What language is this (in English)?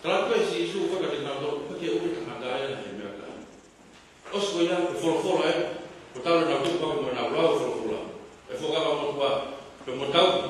Tongan